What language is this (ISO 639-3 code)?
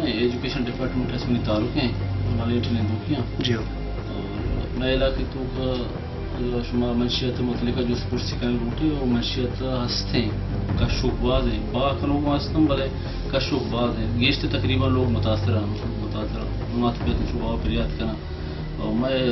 bal